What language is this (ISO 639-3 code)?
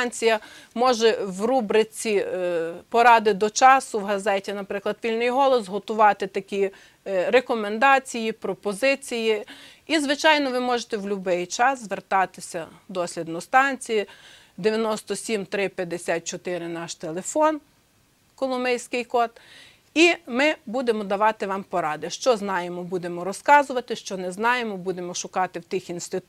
ukr